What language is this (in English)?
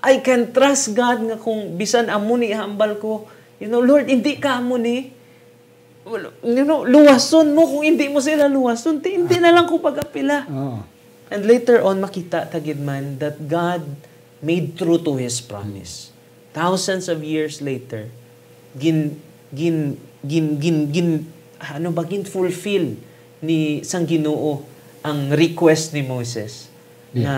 Hiligaynon